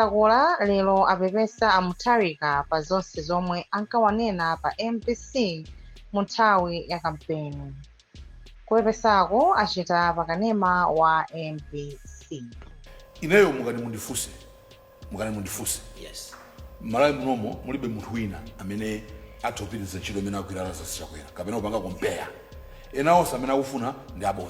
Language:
Nyanja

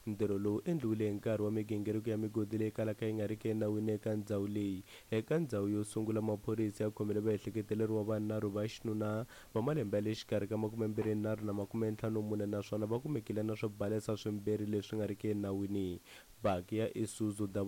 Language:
Tsonga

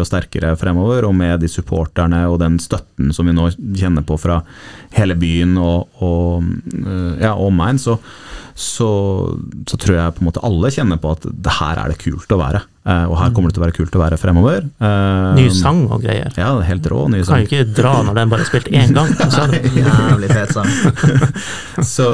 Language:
Norwegian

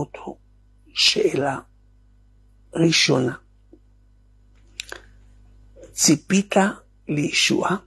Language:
Hebrew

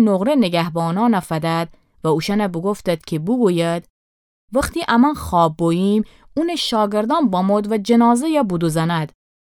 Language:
Gilaki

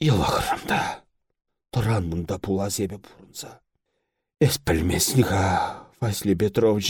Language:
Chuvash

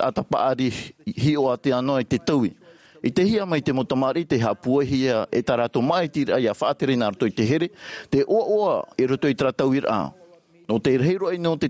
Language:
Tahitian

